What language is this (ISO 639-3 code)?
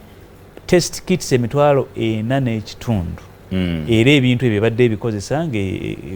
lug